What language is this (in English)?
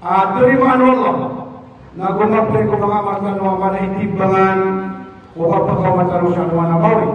Maranao